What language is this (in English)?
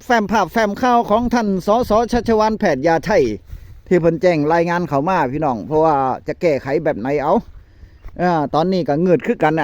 Northeastern Thai